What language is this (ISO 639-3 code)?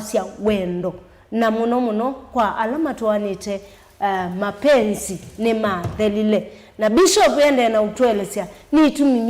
kam